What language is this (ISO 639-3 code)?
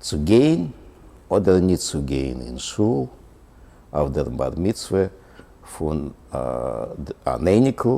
yid